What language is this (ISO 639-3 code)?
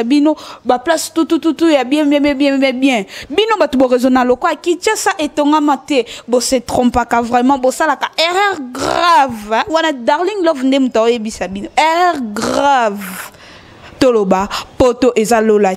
lin